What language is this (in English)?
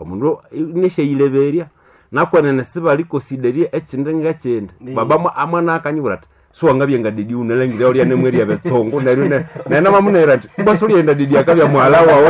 Nande